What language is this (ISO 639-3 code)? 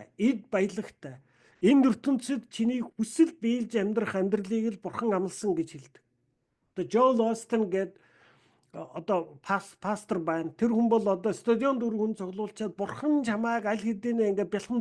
mon